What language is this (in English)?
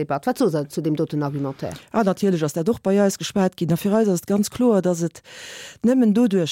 Luxembourgish